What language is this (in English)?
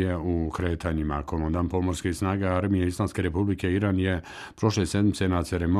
Bosnian